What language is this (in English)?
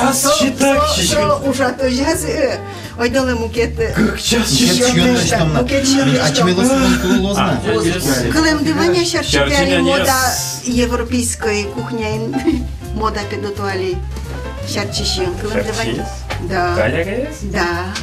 Udmurt